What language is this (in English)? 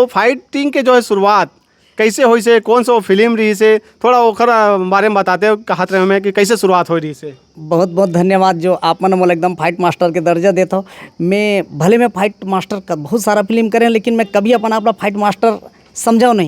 Chhattisgarhi